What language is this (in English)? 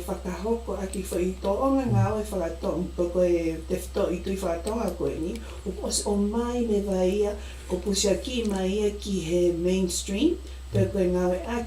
Tongan